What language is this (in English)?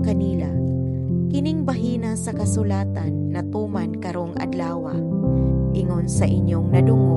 Cebuano